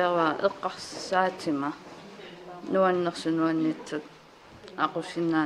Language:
Kalaallisut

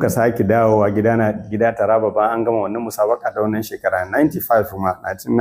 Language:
Hausa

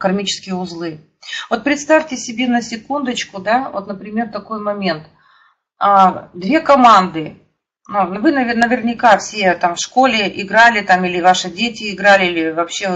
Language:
Russian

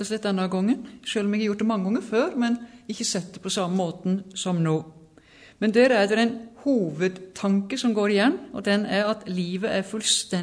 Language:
Norwegian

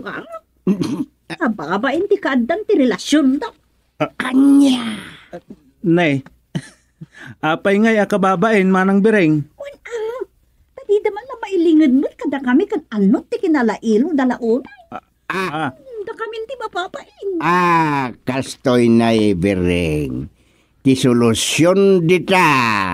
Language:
Iloko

